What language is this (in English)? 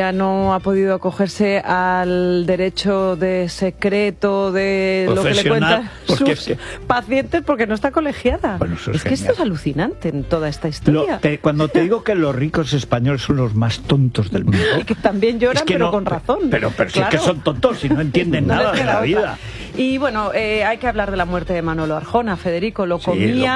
Spanish